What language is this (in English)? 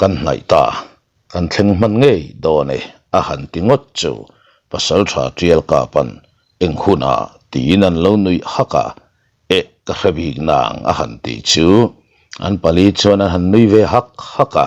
Mizo